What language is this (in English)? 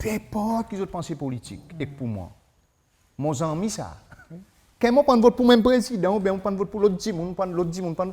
Seselwa Creole French